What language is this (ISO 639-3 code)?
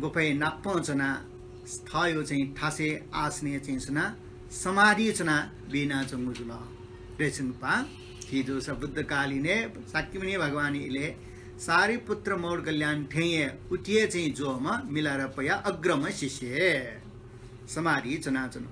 new